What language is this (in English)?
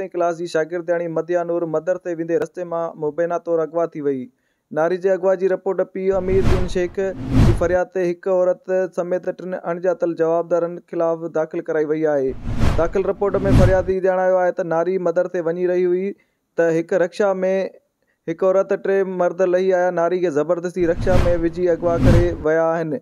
Sindhi